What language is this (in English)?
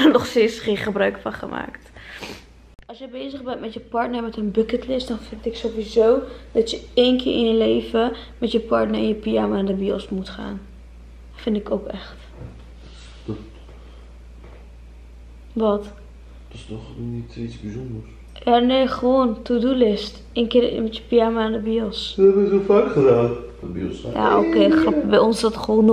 Dutch